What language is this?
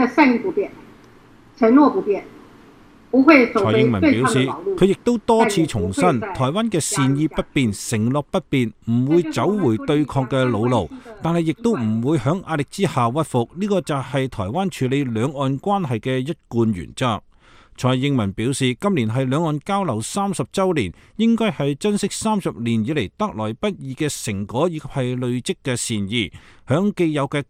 Cantonese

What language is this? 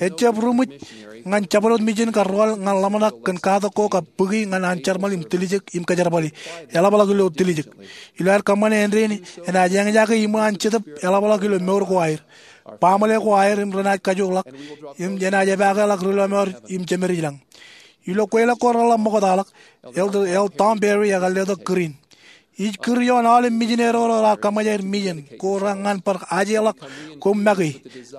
Marshallese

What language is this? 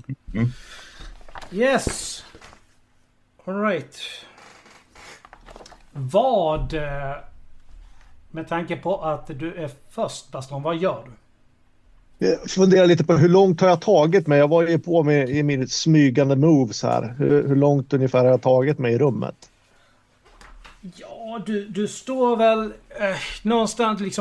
Swedish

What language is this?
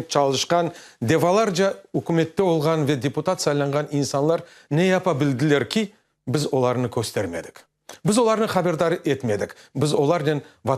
Crimean Tatar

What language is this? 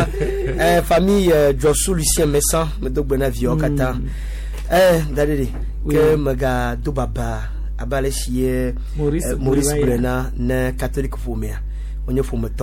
Gen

